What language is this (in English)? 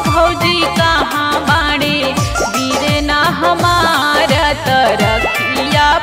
Bhojpuri